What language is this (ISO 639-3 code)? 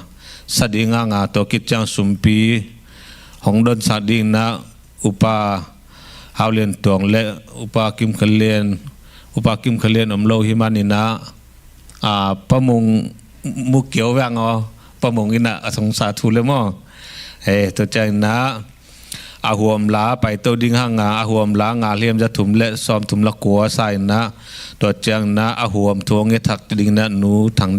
ctd